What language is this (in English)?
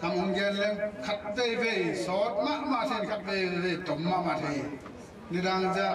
Tedim Chin